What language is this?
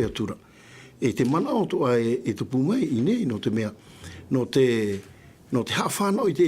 Tahitian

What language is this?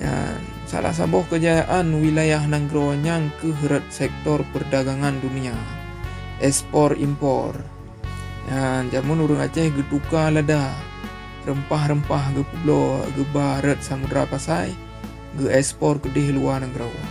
Achinese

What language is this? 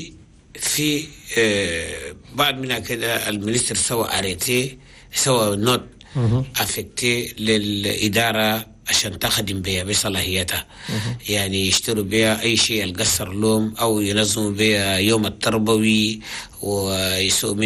Chadian Arabic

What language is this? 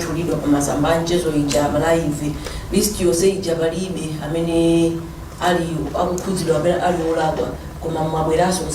Nyanja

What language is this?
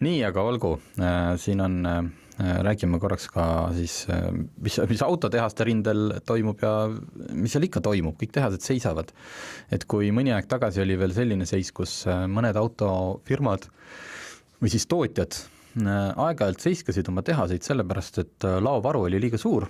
Estonian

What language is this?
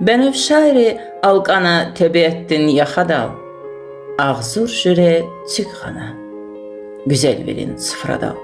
Lezghian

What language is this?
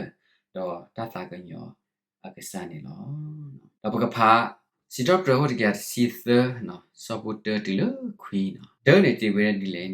S'gaw Karen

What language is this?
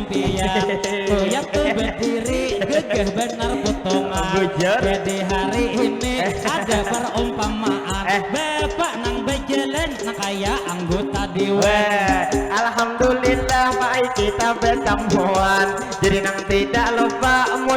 Banjar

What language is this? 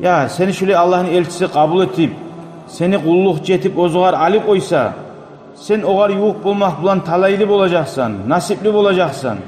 Kumyk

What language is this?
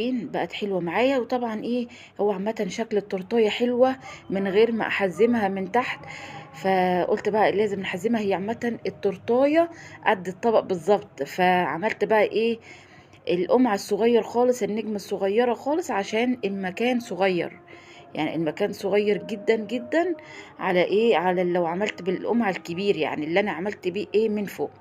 Egyptian Arabic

